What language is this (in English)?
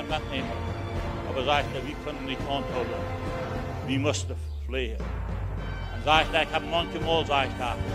Plautdietsch